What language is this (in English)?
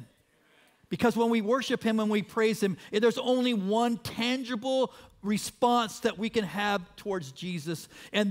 English